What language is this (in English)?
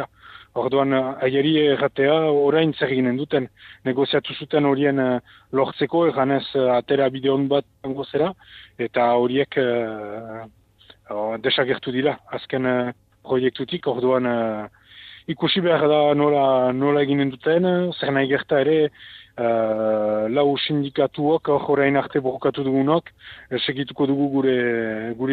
Basque